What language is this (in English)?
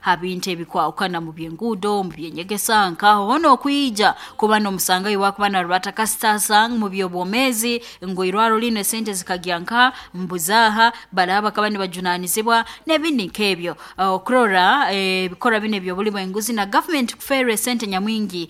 Nyoro